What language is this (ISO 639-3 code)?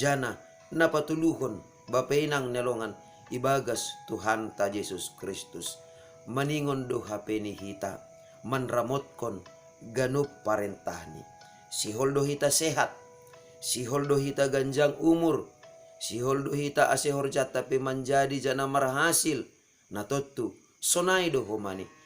bts